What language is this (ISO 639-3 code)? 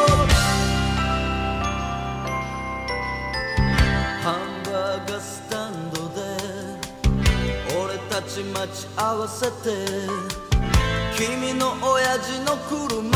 jpn